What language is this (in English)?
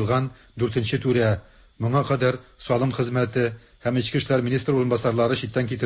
Tatar